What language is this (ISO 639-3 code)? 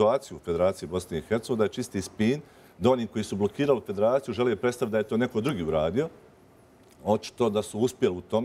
bos